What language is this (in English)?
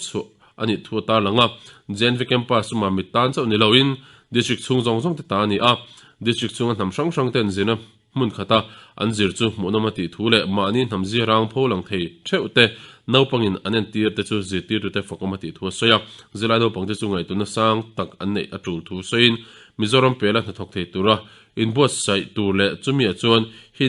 Mizo